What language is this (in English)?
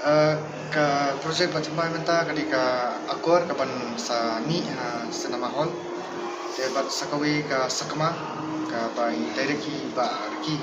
Khasi